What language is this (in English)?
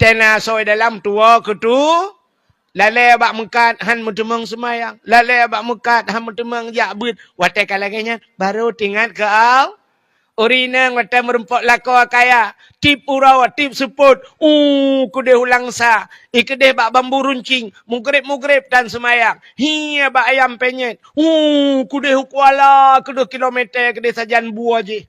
Achinese